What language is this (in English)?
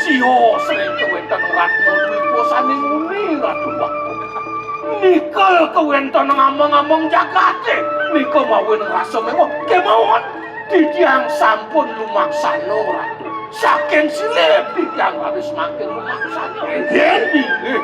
Balinese